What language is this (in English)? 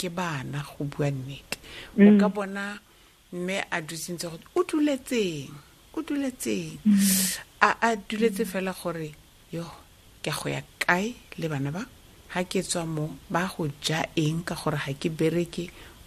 Tswana